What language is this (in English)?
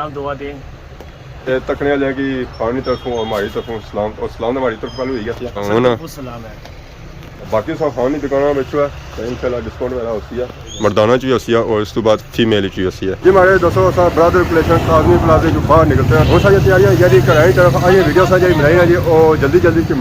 Pahari-Potwari